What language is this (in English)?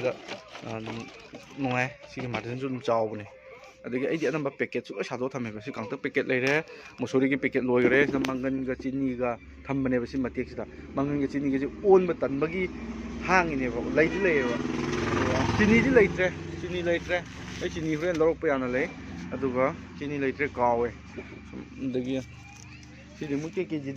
Manipuri